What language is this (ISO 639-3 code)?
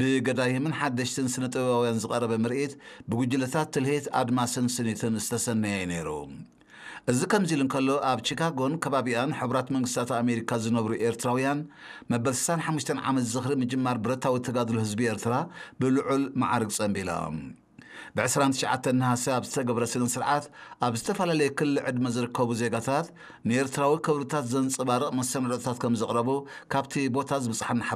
tir